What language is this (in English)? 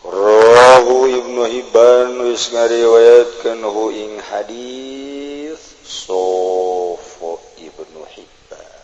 Sundanese